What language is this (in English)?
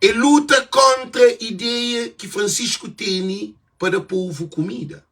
Kabuverdianu